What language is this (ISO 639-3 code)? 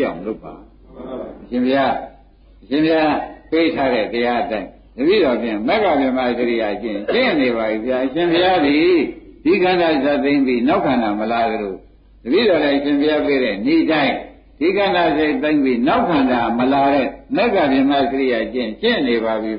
mya